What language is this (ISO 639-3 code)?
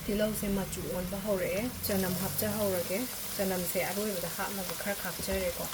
mni